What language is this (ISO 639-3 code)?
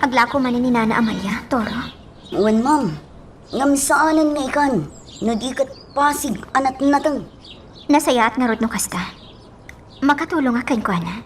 ilo